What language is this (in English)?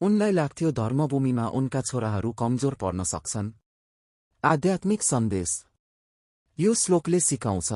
Nepali